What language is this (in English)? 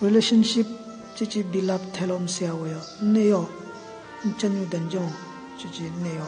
Southern Rengma Naga